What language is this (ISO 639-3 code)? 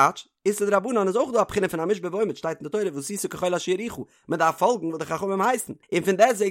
yid